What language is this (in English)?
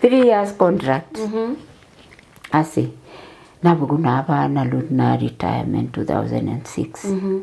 Masai